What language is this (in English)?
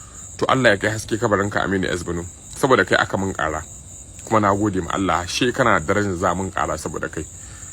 Hausa